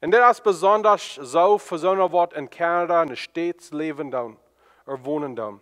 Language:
Plautdietsch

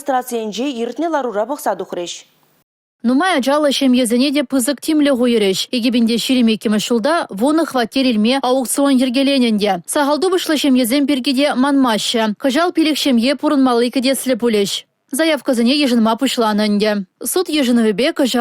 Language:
Chuvash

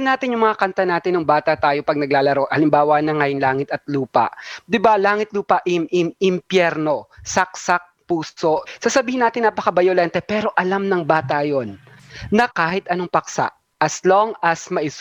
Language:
Filipino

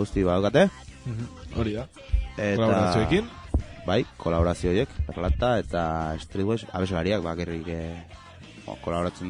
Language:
Basque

